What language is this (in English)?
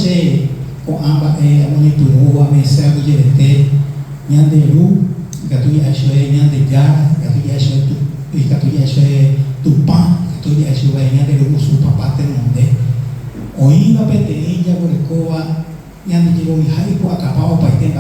Guarani